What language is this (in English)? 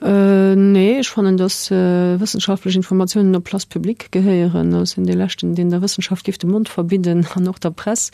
Luxembourgish